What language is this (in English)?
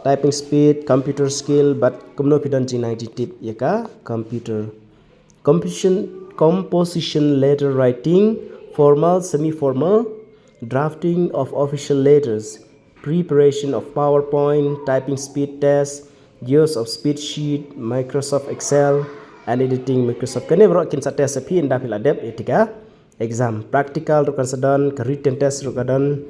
Khasi